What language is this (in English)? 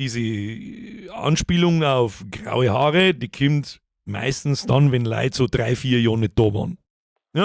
Bavarian